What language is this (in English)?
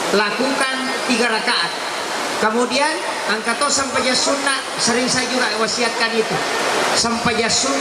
Buginese